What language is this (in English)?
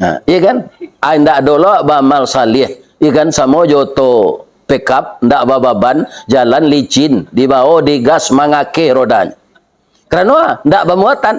Minangkabau